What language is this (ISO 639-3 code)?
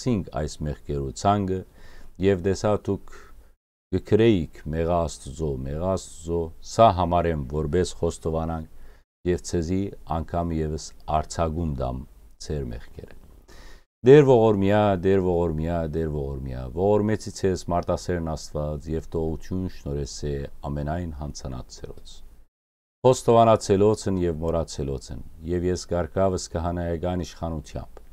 hyw